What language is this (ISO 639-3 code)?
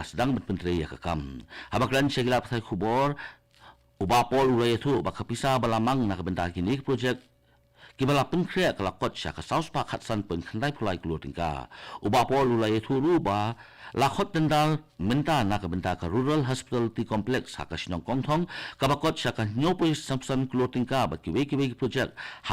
kha